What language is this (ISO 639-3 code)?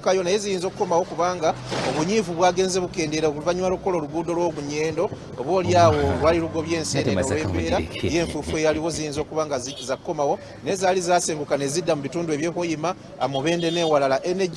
lug